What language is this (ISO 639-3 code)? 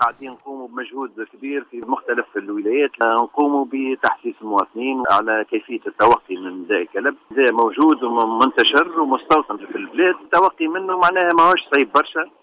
aeb